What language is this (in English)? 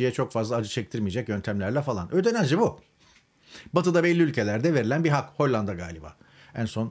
Turkish